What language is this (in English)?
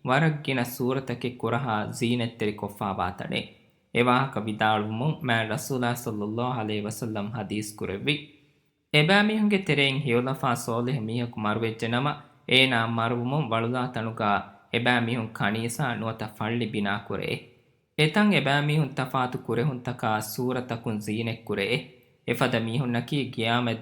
Divehi